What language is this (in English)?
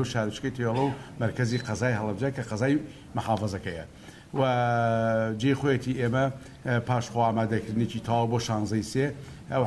Central Kurdish